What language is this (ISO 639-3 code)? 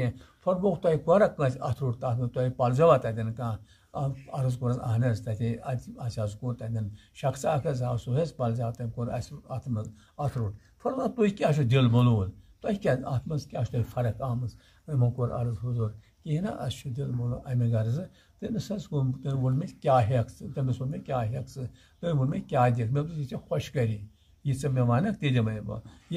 kas